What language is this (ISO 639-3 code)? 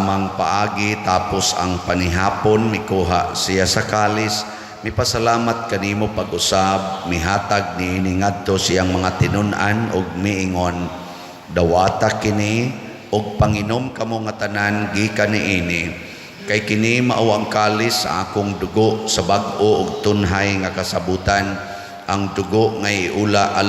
ceb